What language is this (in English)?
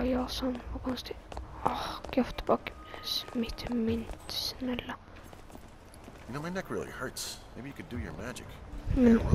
Swedish